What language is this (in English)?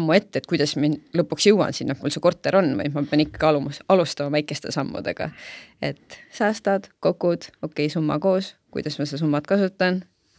Estonian